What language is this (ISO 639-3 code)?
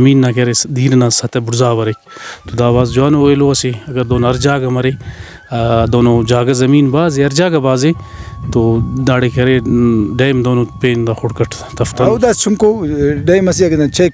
brh